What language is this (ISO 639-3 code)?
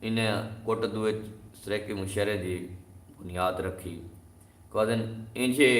skr